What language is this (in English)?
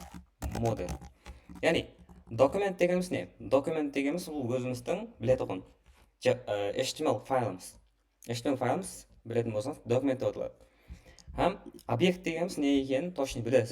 Kara-Kalpak